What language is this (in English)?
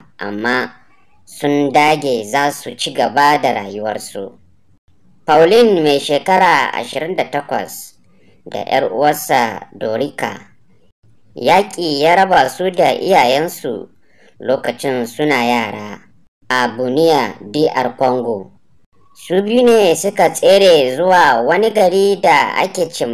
Hausa